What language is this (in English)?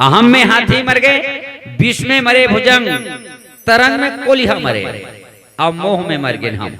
Chhattisgarhi